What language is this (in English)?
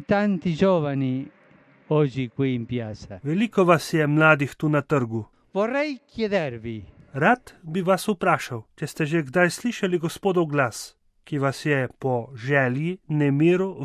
Slovenian